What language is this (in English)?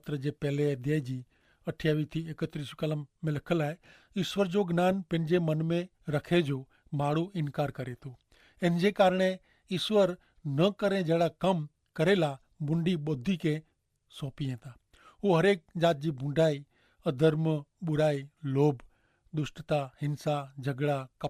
Kachhi